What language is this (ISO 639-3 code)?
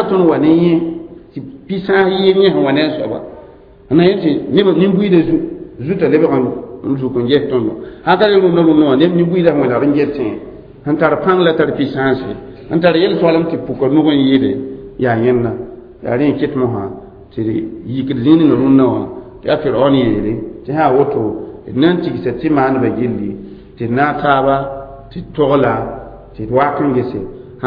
mos